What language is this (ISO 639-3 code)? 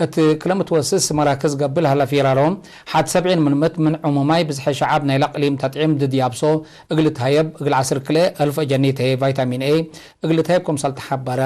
tig